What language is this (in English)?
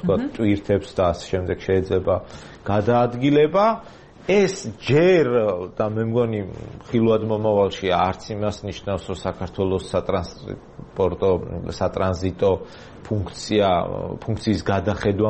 Georgian